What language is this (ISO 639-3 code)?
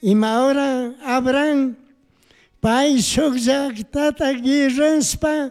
qug